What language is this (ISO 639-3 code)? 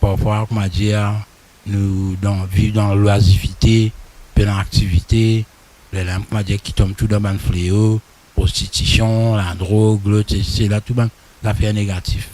mfe